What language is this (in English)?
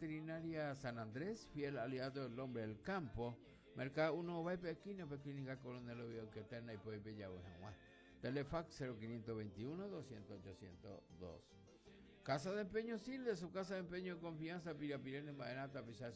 Guarani